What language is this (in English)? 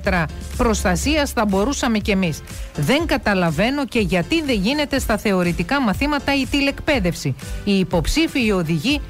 Greek